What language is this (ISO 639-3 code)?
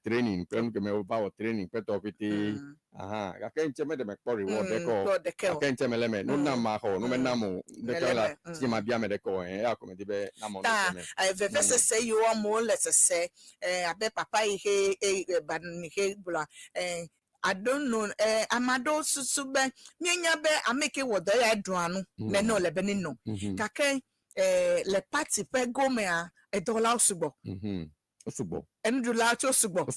ewe